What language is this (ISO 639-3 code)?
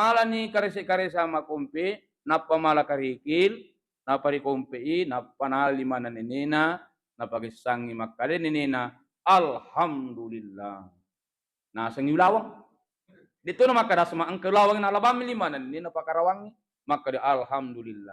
bug